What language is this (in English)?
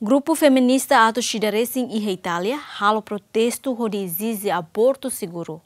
Tetum